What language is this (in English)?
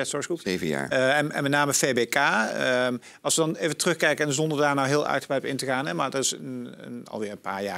Dutch